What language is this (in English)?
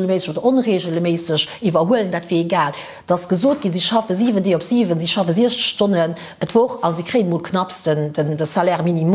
Luxembourgish